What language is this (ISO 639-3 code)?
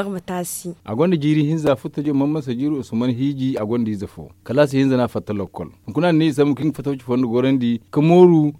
dje